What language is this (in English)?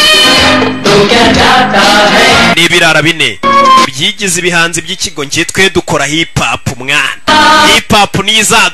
Kinyarwanda